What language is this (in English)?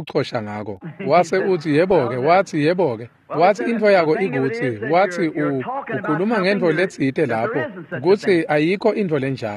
Swati